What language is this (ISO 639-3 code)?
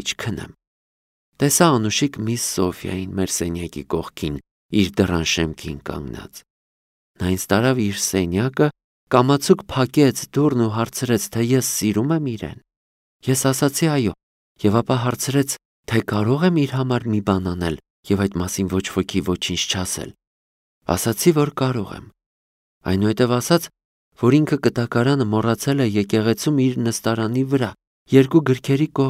hye